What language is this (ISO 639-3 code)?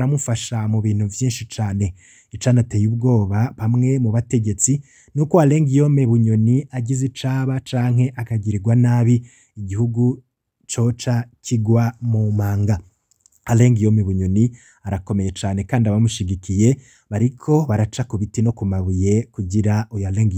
run